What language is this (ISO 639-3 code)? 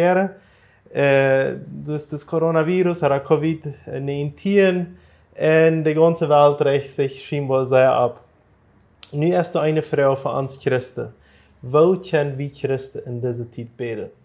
pdt